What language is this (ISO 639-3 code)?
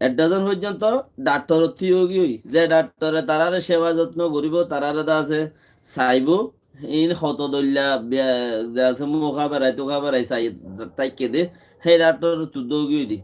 rhg